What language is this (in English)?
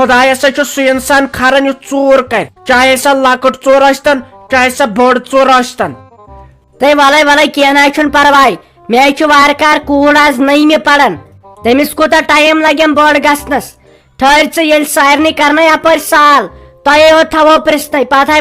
Kashmiri